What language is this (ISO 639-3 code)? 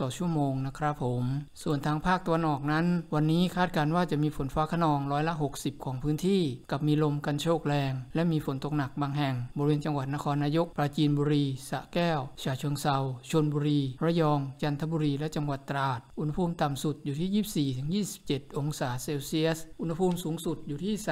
tha